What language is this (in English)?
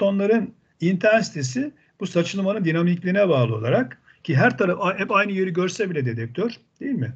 Turkish